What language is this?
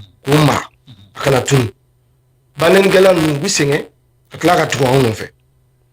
Bambara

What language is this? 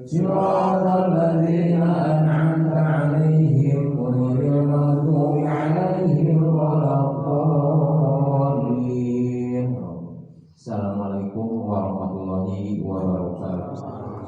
Sundanese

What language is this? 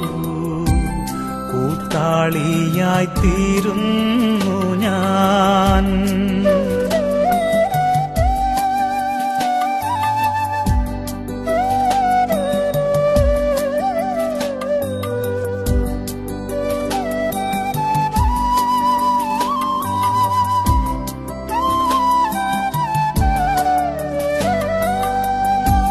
Malayalam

